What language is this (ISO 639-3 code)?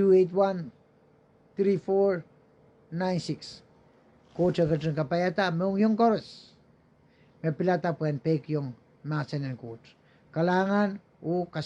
pon